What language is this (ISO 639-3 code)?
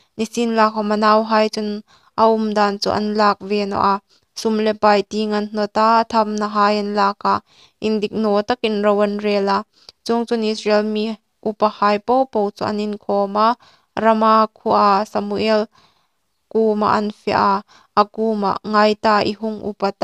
hmr